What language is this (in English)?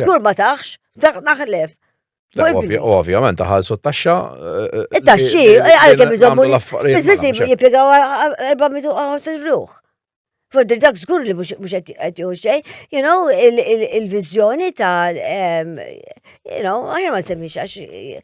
Maltese